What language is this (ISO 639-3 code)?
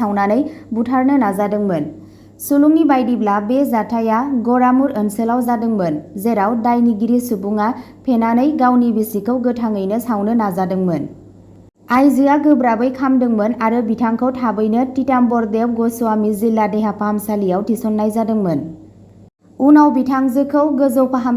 brx